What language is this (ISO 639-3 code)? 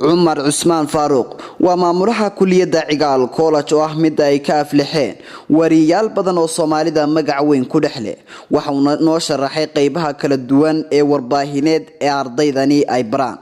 som